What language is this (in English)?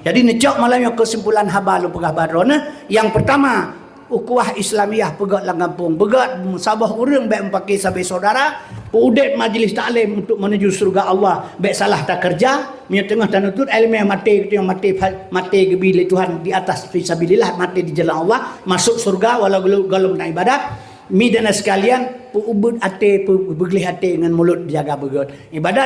Achinese